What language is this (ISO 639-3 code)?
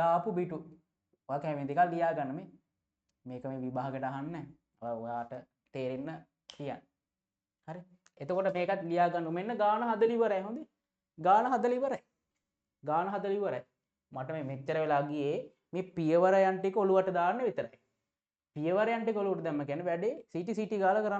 sin